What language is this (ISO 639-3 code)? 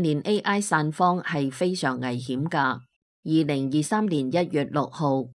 yue